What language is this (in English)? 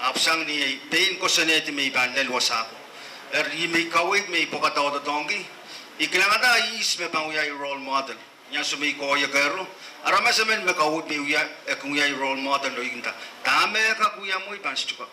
Pohnpeian